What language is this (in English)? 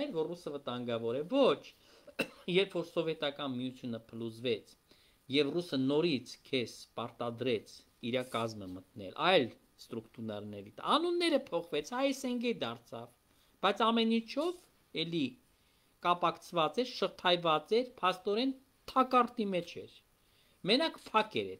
Armenian